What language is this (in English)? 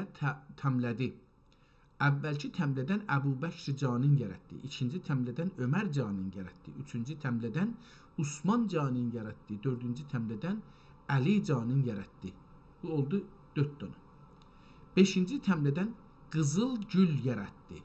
South Azerbaijani